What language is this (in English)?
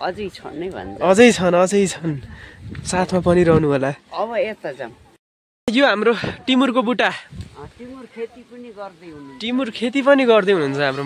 Nepali